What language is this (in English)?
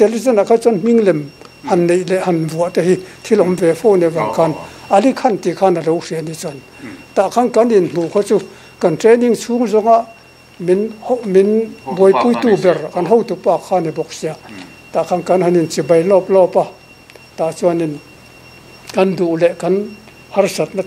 Mizo